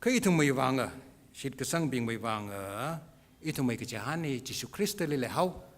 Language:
Tangkhul Naga (India)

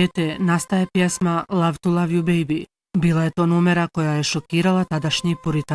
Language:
Bosnian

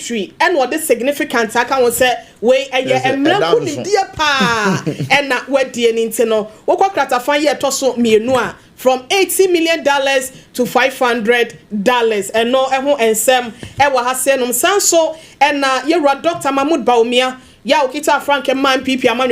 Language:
Akan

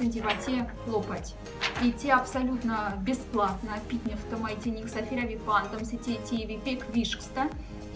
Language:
Moksha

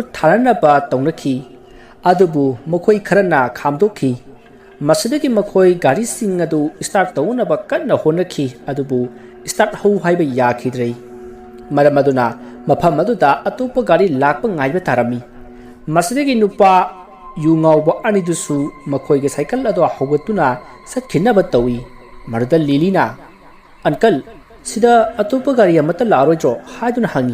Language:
Manipuri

